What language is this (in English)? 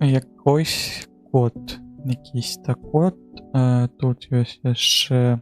Belarusian